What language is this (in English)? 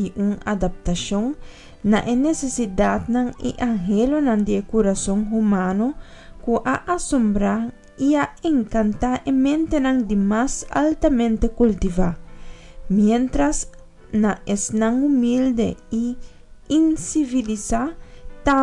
Papiamento